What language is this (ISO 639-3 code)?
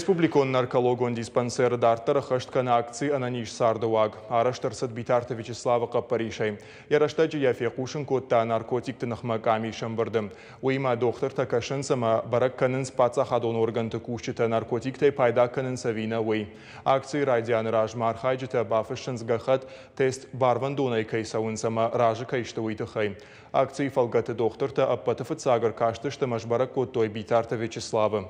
oss